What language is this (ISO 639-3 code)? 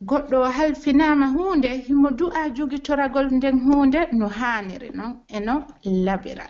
fuf